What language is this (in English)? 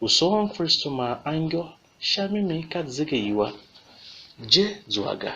Tiv